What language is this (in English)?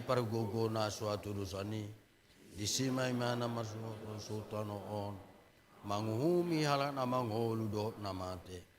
Batak Toba